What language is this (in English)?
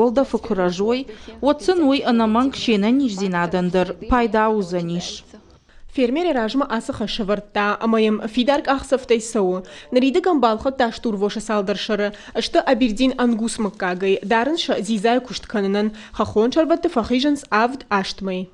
Ossetic